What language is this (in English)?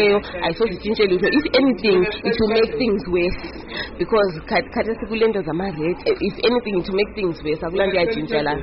North Ndebele